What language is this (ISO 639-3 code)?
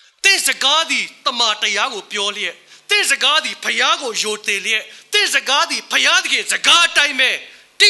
mya